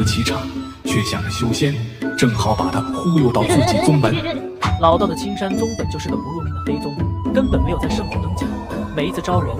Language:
Chinese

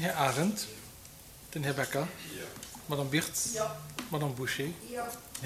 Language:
Luxembourgish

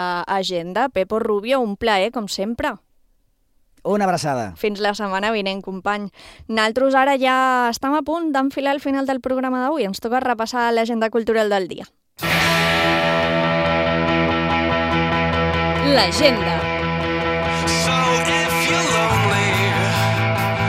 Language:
Catalan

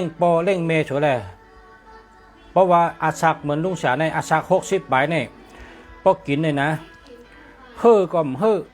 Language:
Shan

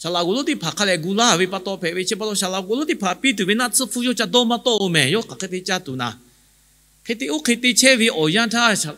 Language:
Lahu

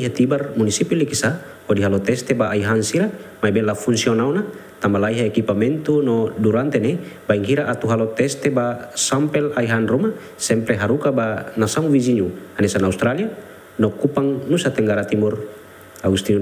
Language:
Tetum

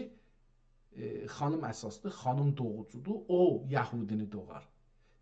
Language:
South Azerbaijani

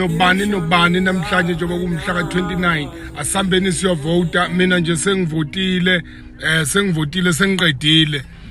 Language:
Zulu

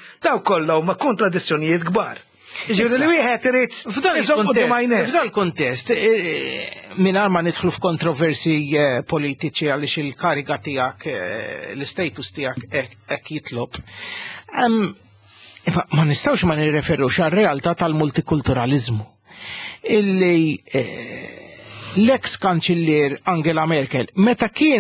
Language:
Maltese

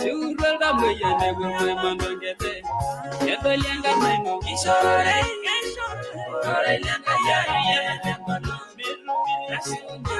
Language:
Masai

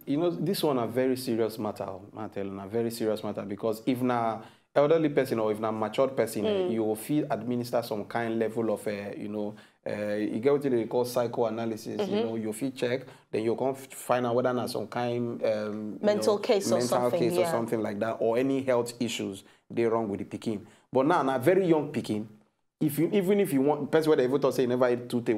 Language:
Nigerian Pidgin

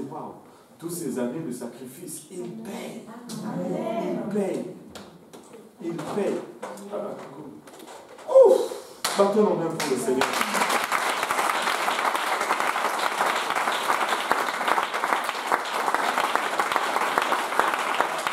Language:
French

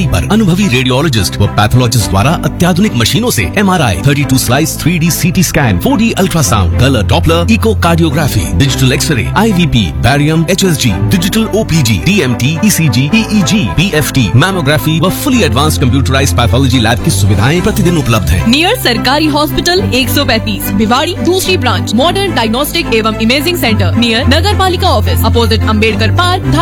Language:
Hindi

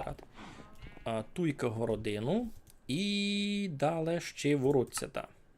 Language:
Rusyn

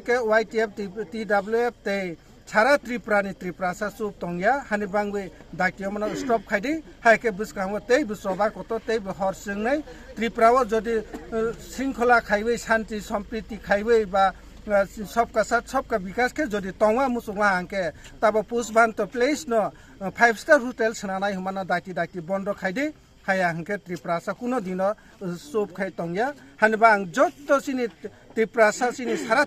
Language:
Kok Borok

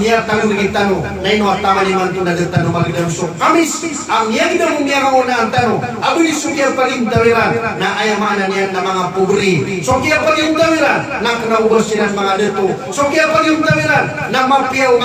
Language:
Maranao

